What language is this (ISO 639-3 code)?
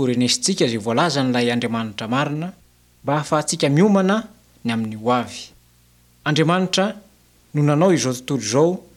mlg